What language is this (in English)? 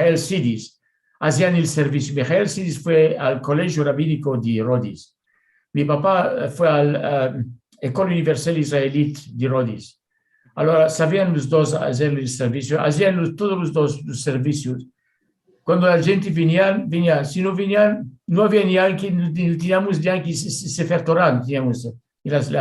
Ladino